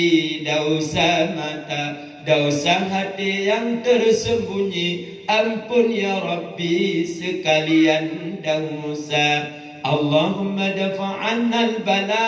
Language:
Achinese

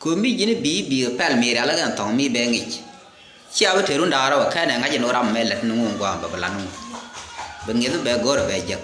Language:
Nuer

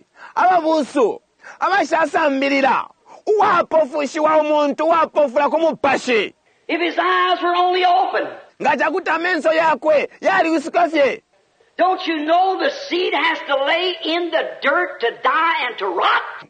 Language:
Bemba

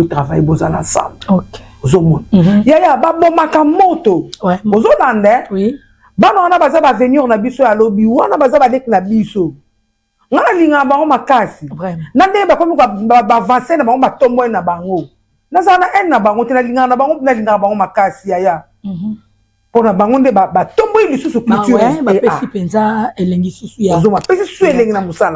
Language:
Lingala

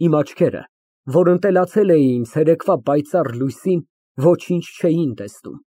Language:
Armenian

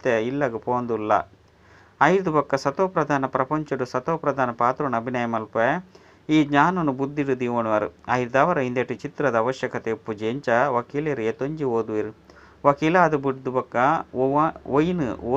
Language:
Tulu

